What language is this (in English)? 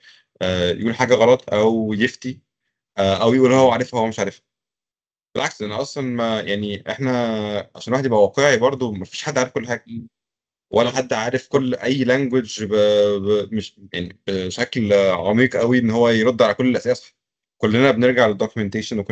Egyptian Arabic